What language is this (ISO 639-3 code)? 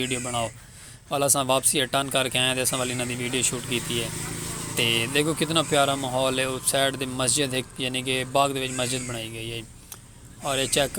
skr